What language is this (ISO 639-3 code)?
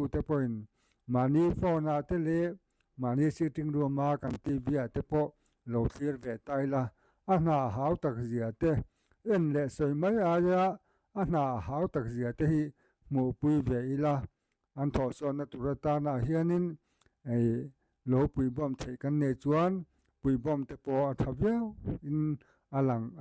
lus